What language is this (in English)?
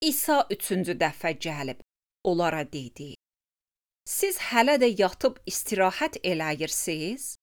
Azerbaijani